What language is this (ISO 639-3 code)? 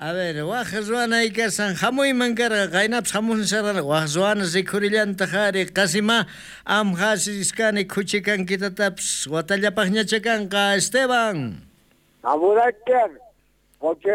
quh